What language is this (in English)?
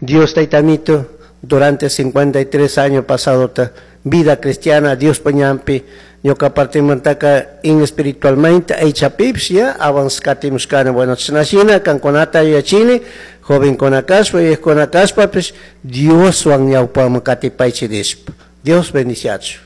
Chimborazo Highland Quichua